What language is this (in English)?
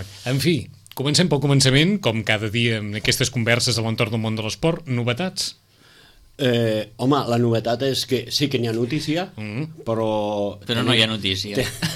Catalan